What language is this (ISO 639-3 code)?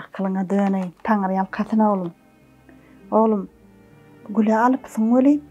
tuk